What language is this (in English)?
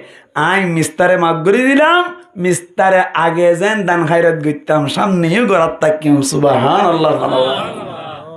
Rohingya